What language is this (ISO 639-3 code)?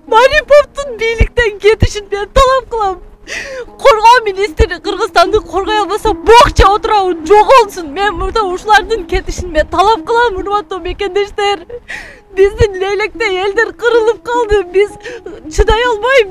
kir